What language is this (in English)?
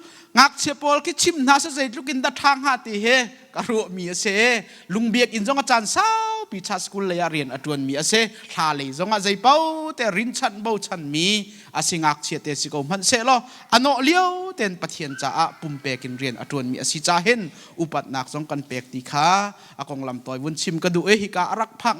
Hakha Chin